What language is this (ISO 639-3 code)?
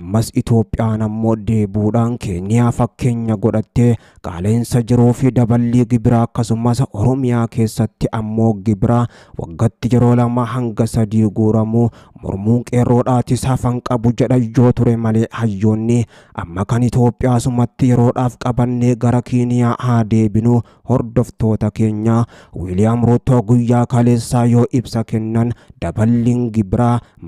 orm